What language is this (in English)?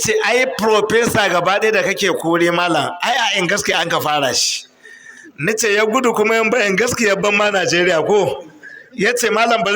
Hausa